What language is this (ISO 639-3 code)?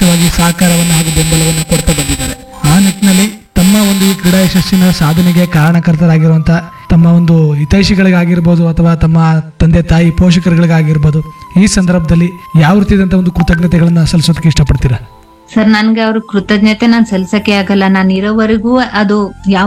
kan